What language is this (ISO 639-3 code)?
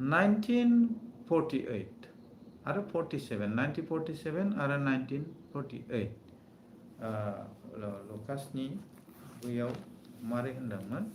brx